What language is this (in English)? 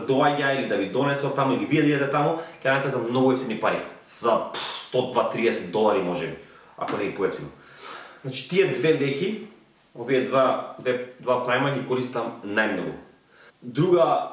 Macedonian